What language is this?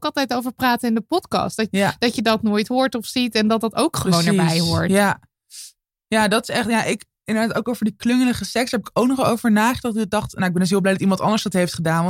Dutch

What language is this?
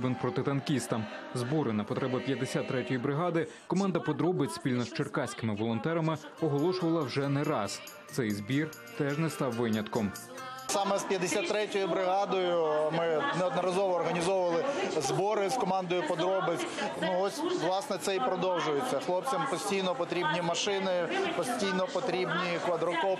Ukrainian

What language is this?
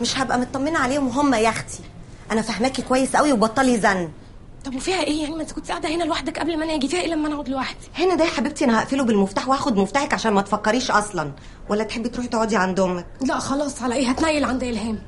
Egyptian Arabic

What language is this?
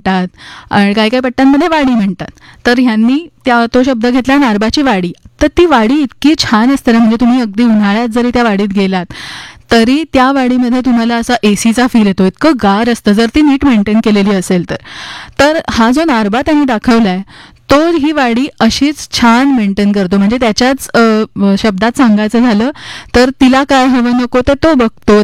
Marathi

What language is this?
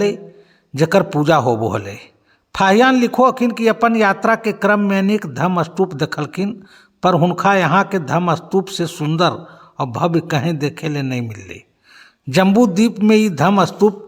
Magahi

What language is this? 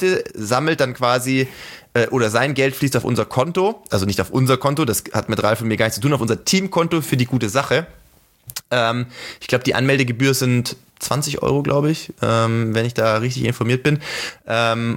German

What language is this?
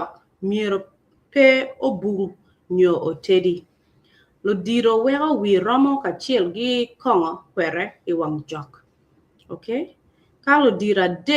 Acoli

